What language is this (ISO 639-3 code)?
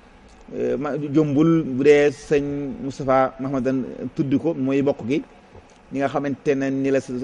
wol